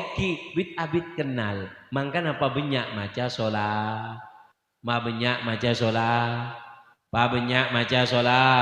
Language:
Madurese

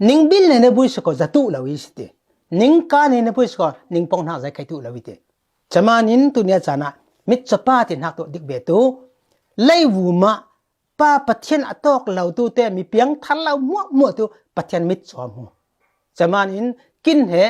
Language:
Falam Chin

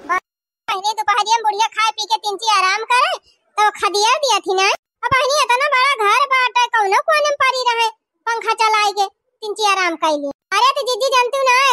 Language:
Awadhi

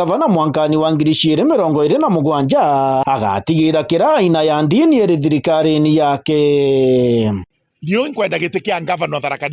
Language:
Meru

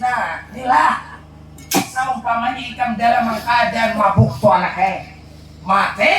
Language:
Banjar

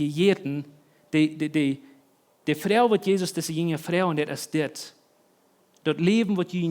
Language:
Plautdietsch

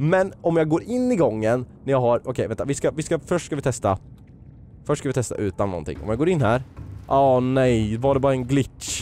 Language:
Swedish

